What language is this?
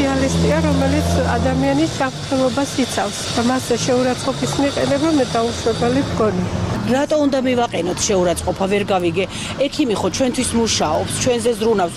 Georgian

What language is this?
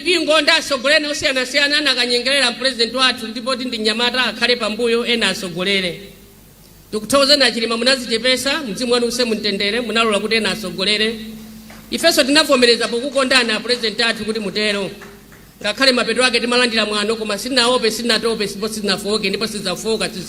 Nyanja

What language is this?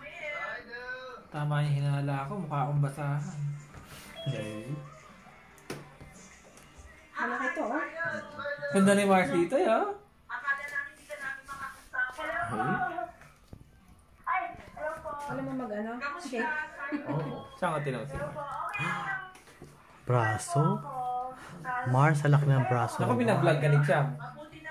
Filipino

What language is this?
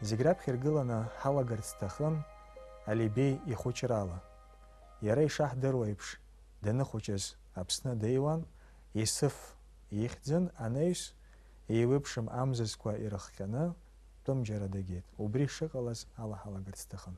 Abkhazian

